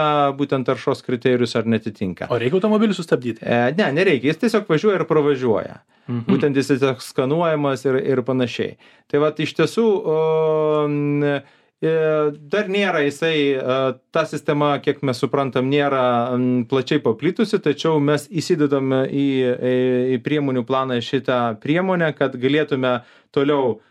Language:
Lithuanian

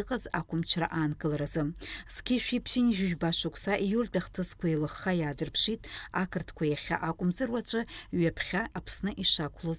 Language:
Abkhazian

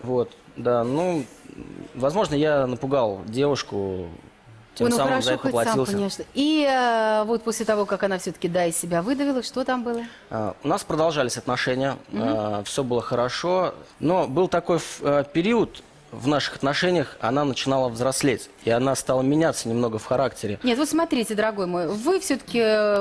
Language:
Russian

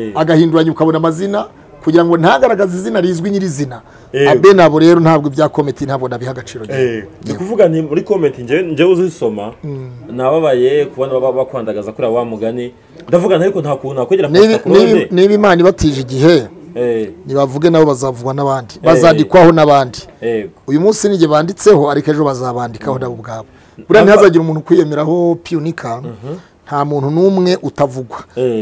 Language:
Kinyarwanda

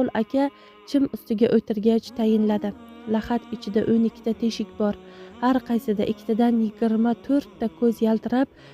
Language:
Uzbek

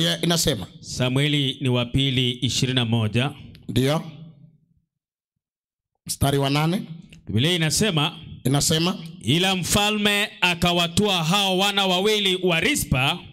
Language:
Swahili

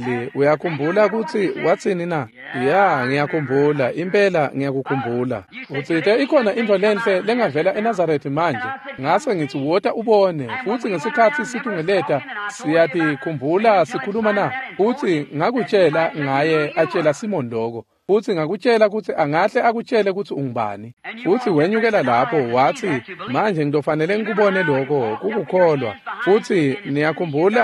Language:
Swati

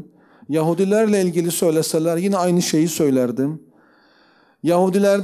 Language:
Turkish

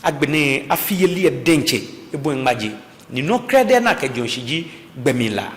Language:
Ga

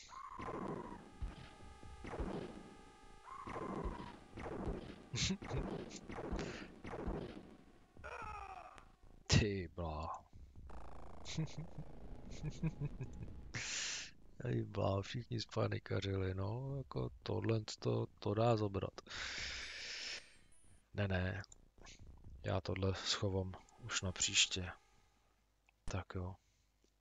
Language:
Czech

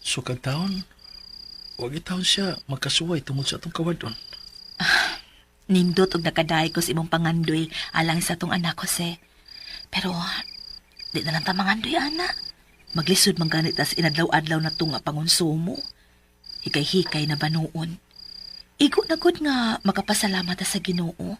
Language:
Cebuano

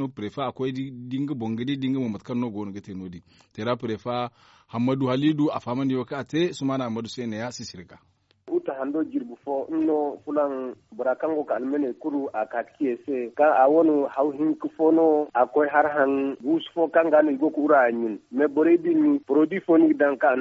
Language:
Zarma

